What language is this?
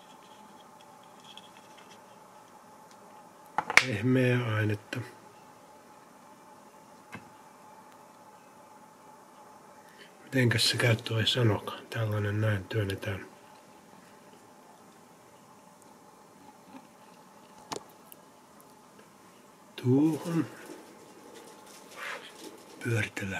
Finnish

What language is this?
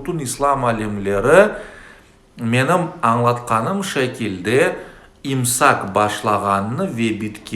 Crimean Tatar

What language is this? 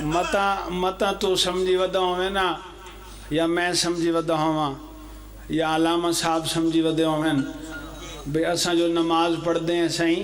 Pahari-Potwari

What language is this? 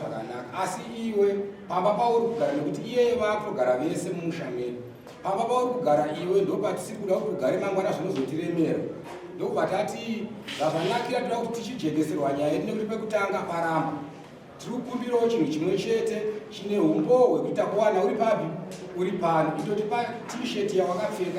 Shona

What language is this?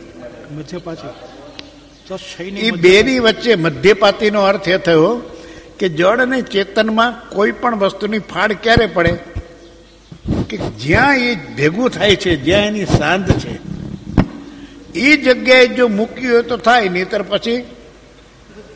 Gujarati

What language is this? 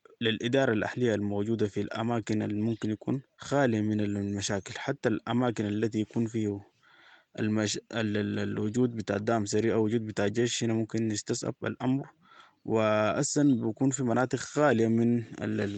Sudanese Arabic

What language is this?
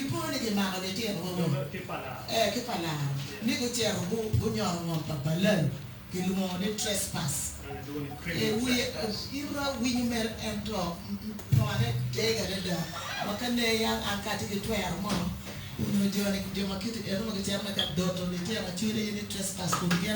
Acoli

